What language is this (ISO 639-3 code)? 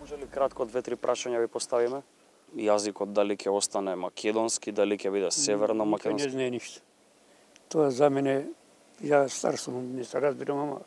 mkd